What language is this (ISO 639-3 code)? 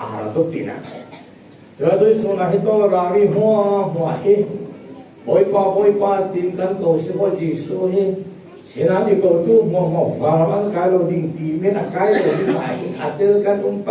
cfm